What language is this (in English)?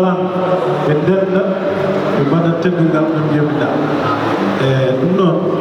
Fula